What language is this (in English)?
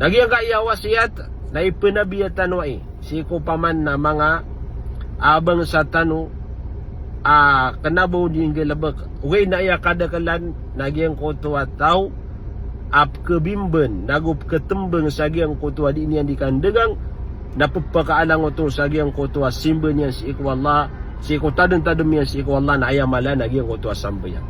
Maranao